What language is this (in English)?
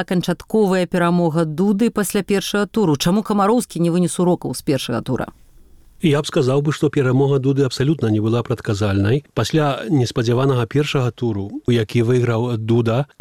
Belarusian